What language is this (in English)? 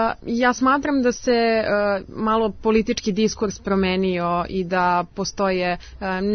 Serbian